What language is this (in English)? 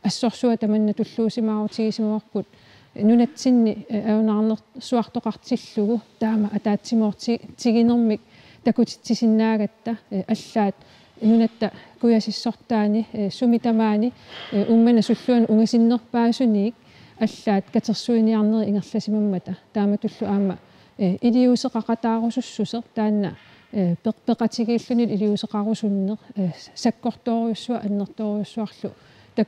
Kalaallisut